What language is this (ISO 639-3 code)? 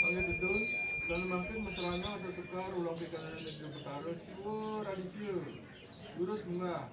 ban